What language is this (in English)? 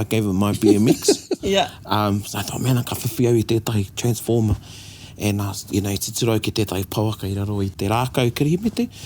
Māori